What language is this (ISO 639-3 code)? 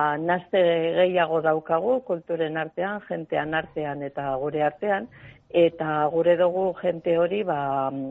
eus